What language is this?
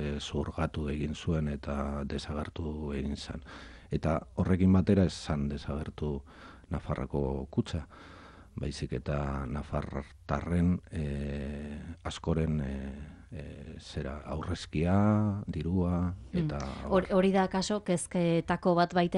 Basque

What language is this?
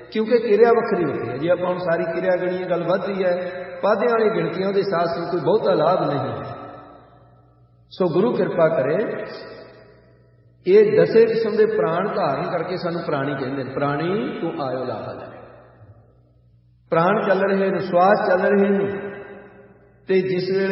Punjabi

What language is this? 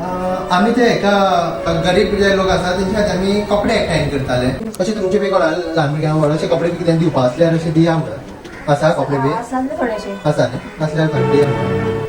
Konkani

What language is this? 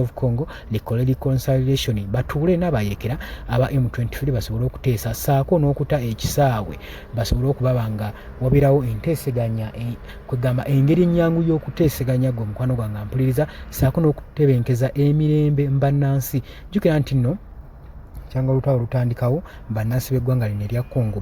Ganda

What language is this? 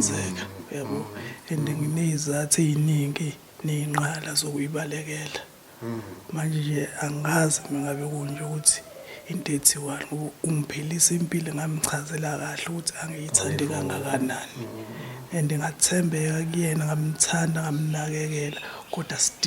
Zulu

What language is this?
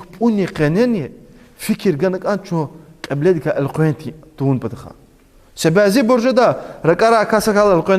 Lezghian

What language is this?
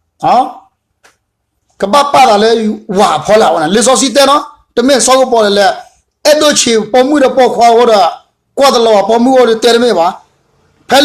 S'gaw Karen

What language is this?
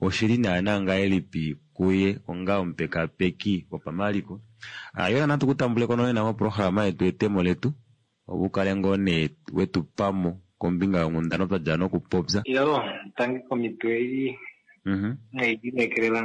Kuanyama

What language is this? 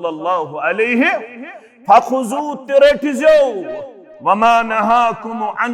Kashmiri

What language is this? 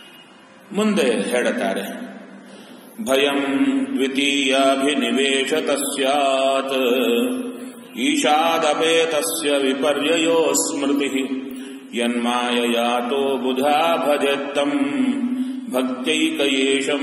Kannada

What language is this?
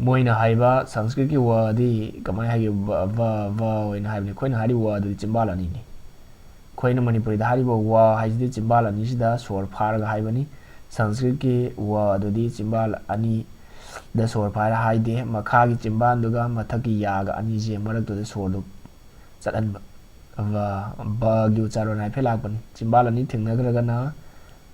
Manipuri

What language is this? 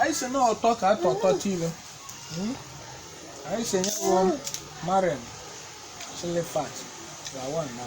Igbo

